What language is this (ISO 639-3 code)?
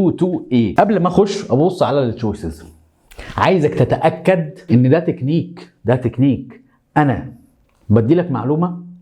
arz